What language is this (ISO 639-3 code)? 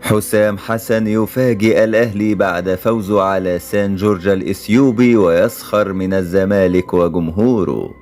arz